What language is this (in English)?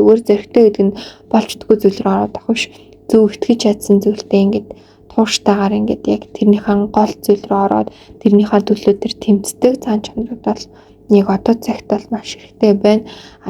Mongolian